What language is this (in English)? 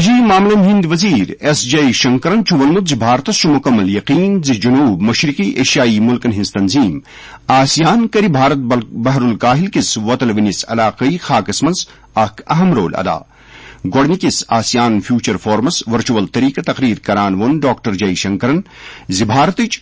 Kashmiri